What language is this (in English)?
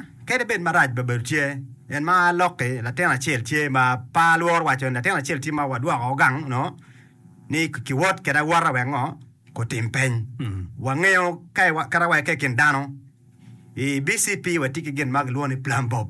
Acoli